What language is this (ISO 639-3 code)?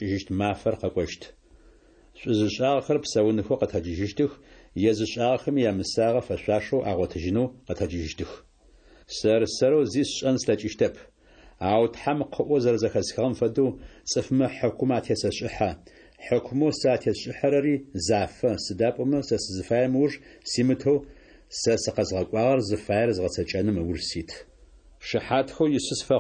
ady